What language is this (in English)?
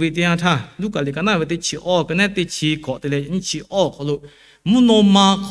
Lahu